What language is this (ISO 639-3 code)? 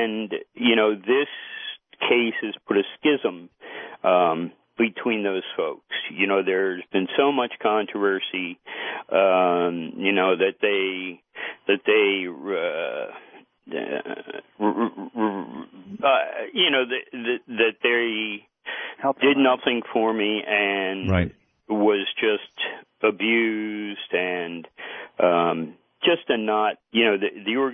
eng